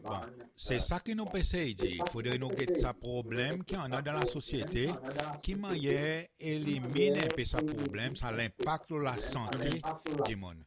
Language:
Seselwa Creole French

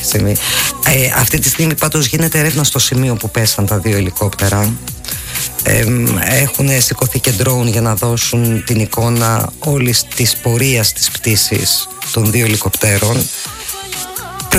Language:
Greek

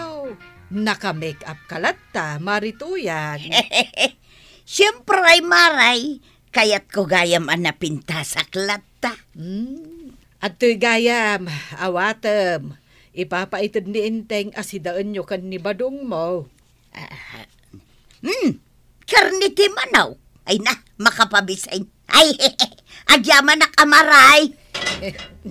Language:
Iloko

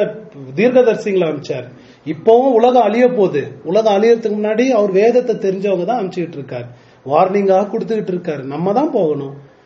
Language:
Tamil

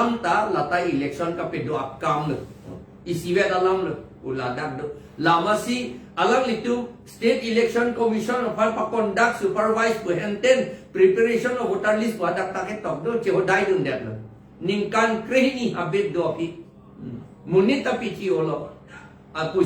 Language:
Karbi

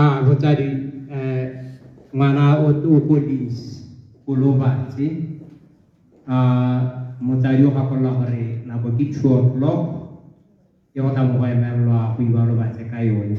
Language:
Tswana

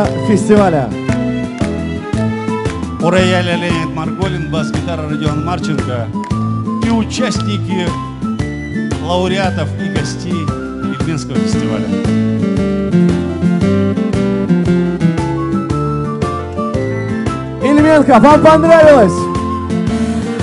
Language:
Russian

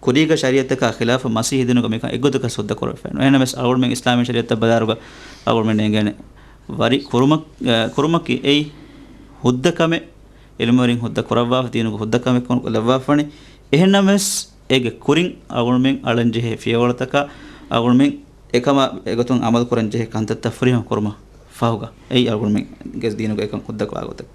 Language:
Divehi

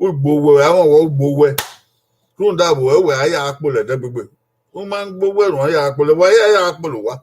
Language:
Bini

